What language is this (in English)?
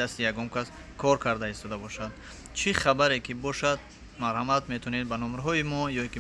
Tajik